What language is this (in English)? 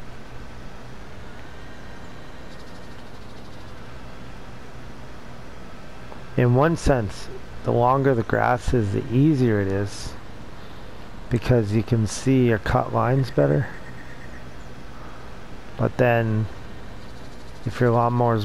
English